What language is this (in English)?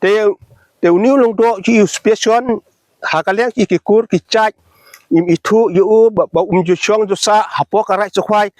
Khasi